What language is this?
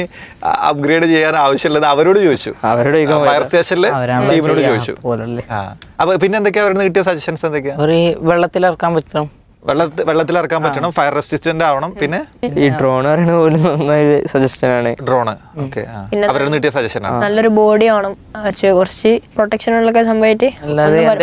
Malayalam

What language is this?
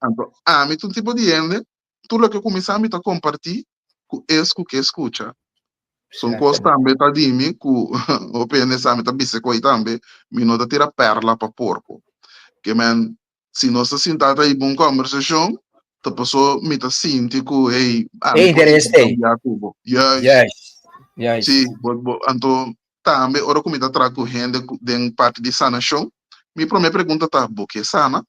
Papiamento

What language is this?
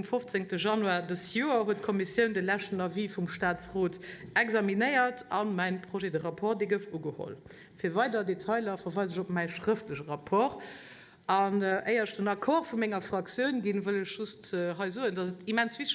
Luxembourgish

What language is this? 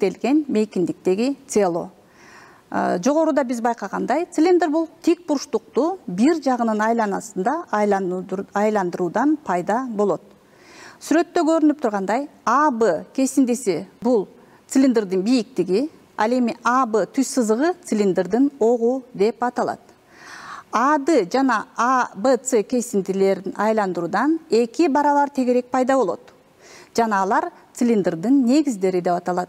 Kyrgyz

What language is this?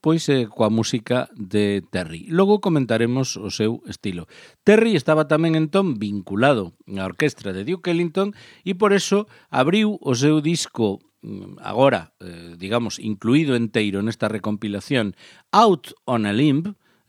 Galician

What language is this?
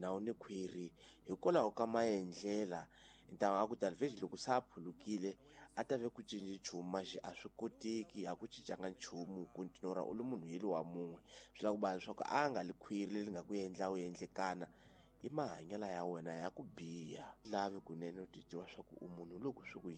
Tsonga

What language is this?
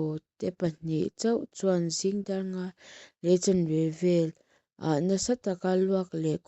Mizo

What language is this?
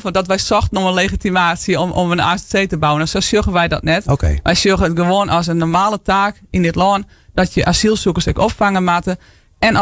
Western Frisian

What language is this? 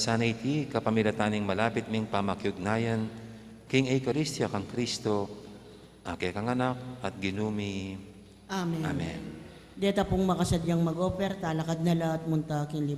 Pampanga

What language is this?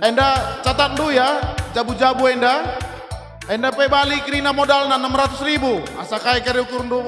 Batak Karo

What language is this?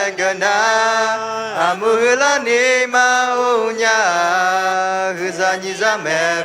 Akha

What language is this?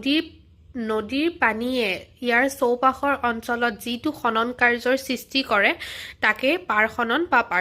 Assamese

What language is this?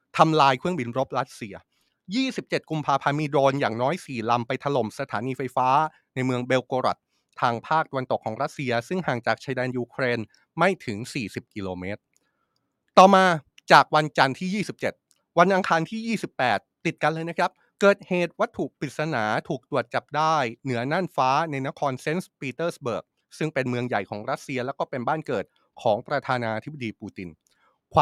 Thai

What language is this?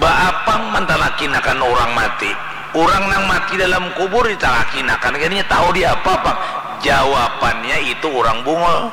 Banjar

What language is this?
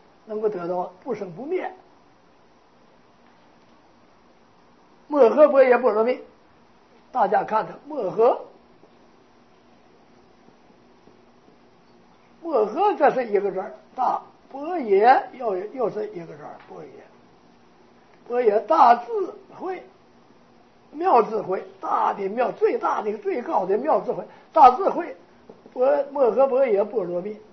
Chinese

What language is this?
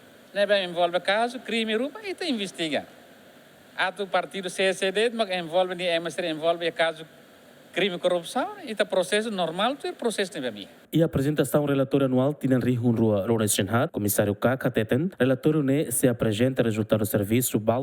Tetum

